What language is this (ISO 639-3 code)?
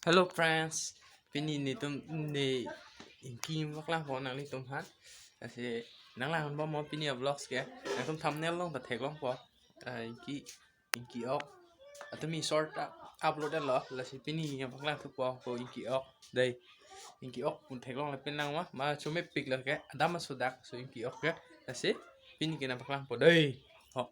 mjw